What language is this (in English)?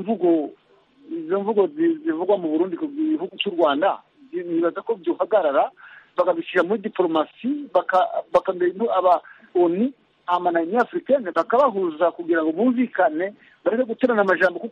Kinyarwanda